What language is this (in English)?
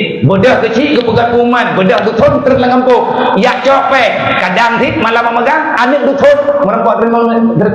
Achinese